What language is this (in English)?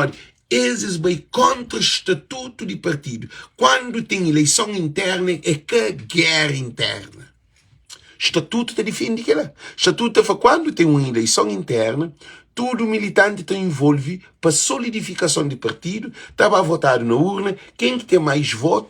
Kabuverdianu